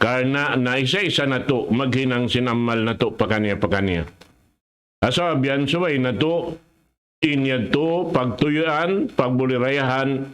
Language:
Tausug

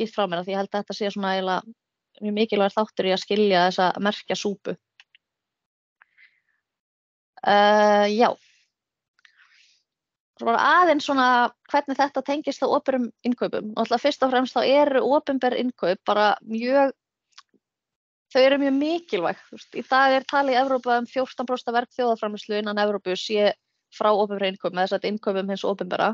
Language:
Icelandic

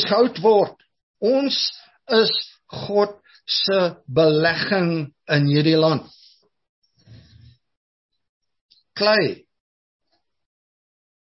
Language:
Afrikaans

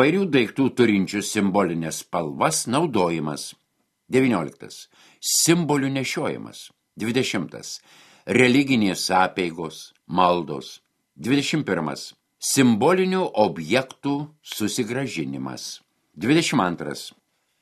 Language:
Lithuanian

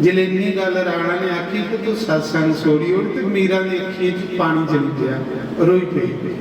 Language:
Dogri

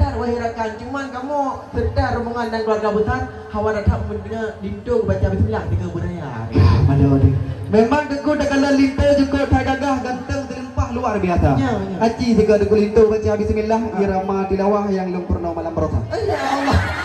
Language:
Achinese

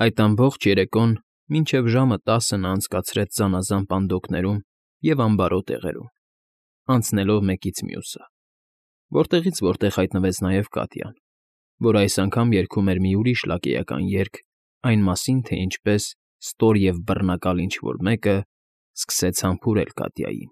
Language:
Armenian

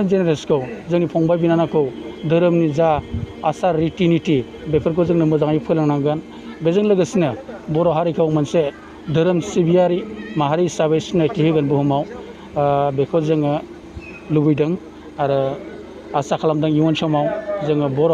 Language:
Bodo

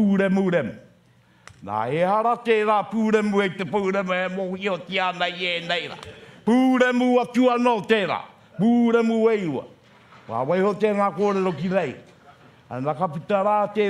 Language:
Māori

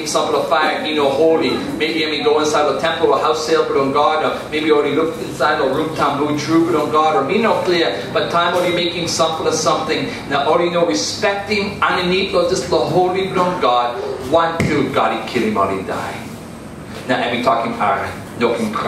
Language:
Tok Pisin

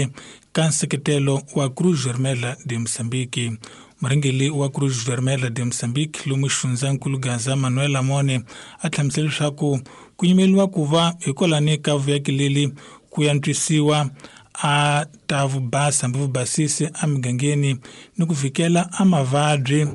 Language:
Tsonga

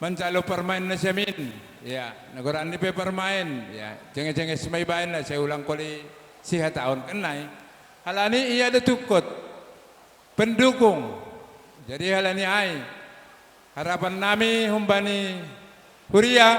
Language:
Batak Simalungun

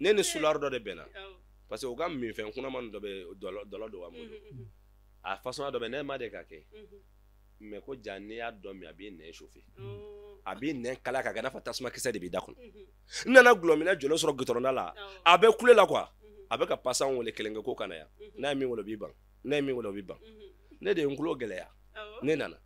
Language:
Bambara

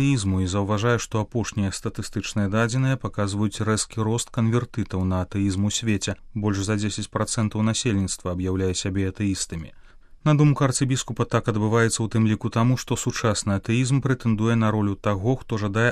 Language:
Belarusian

